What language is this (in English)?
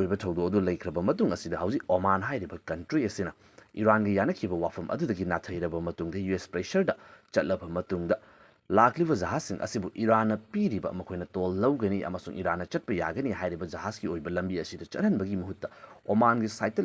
Manipuri